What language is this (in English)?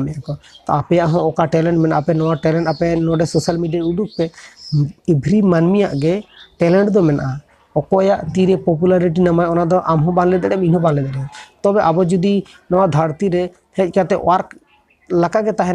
Santali